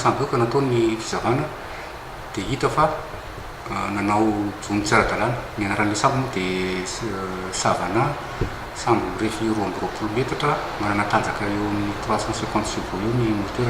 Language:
Malagasy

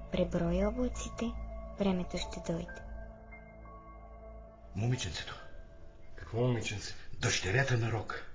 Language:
Bulgarian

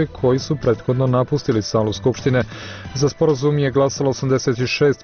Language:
Serbian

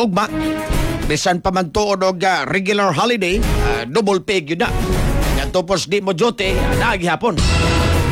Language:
Cebuano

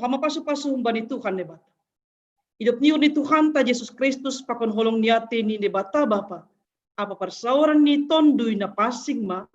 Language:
Batak Simalungun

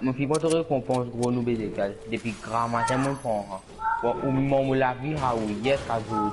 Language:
Morisyen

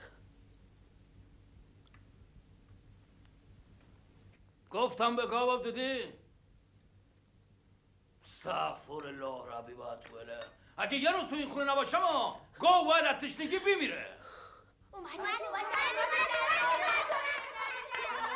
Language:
Persian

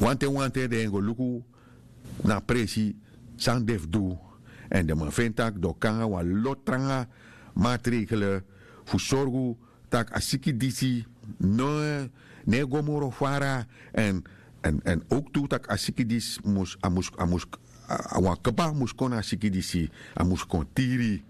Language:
Sranan Tongo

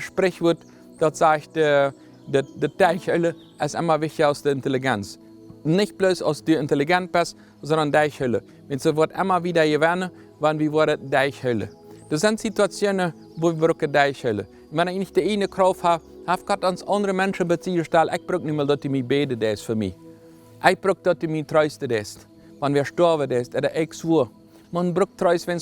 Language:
Plautdietsch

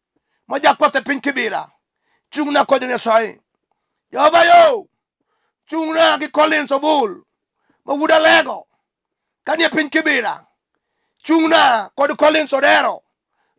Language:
Luo (Kenya and Tanzania)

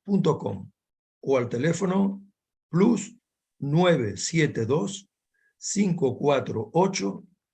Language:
Ladino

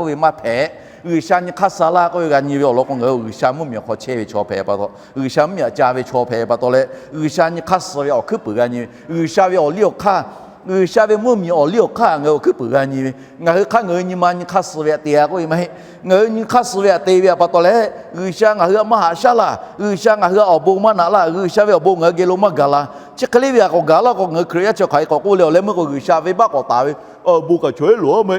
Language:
Lahu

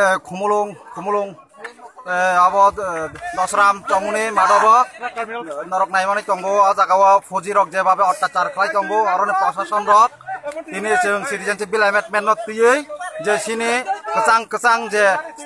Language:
Kok Borok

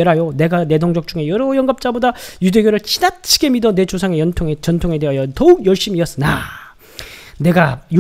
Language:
Korean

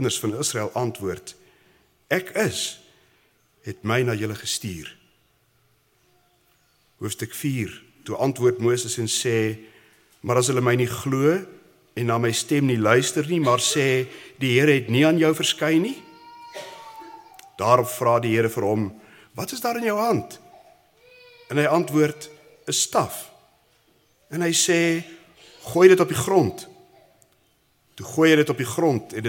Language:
Afrikaans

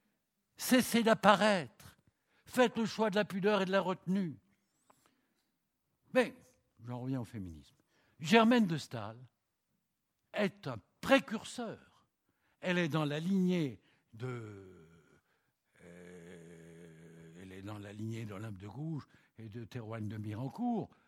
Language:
French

